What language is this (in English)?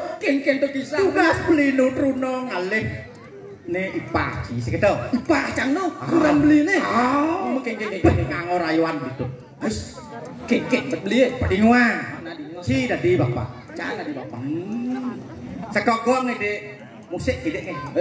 Balinese